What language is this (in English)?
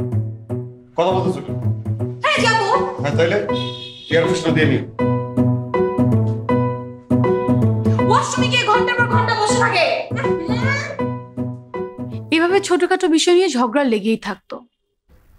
Bangla